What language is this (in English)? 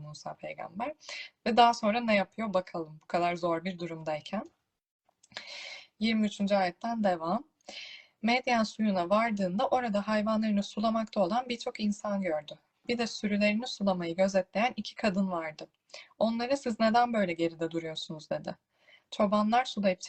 Turkish